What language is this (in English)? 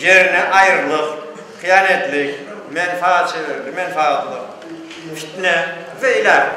Crimean Tatar